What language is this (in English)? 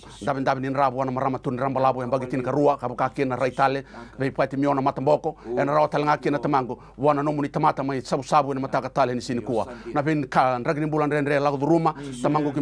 Fijian